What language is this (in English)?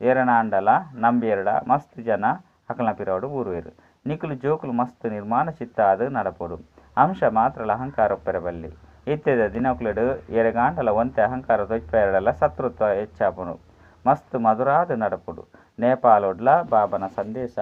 Tulu